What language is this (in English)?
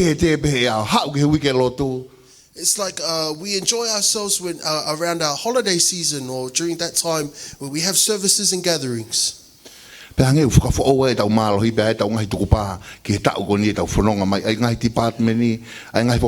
Tongan